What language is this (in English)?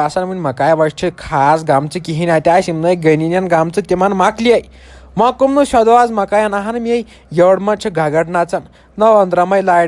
Kashmiri